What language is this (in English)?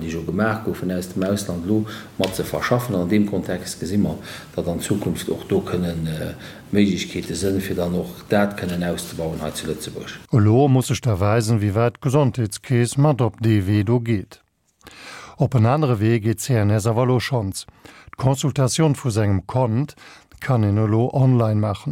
Luxembourgish